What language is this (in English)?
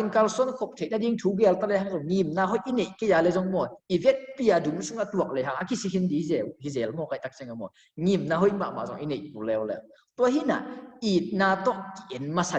Tedim Chin